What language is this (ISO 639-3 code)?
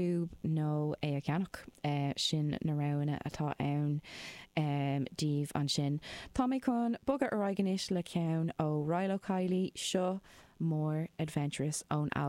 gle